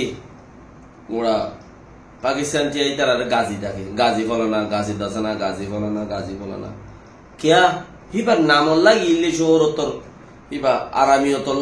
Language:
Rohingya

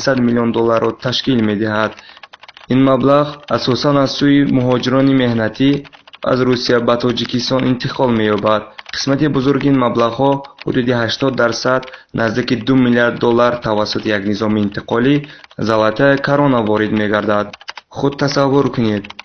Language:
Tajik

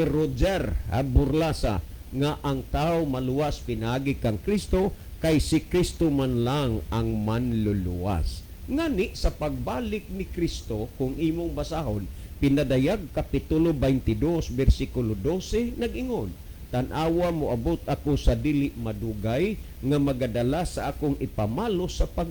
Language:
Cebuano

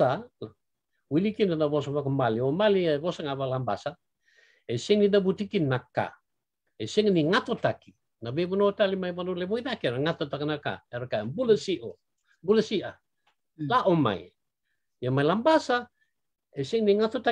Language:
Fijian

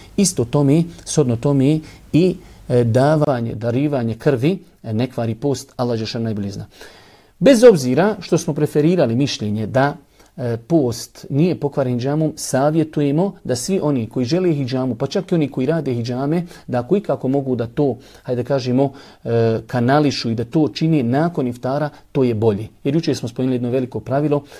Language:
Bosnian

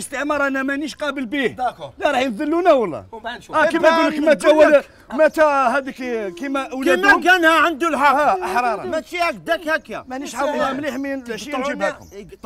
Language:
Algerian Arabic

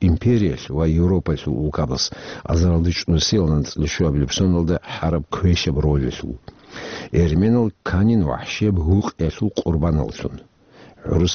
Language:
Avaric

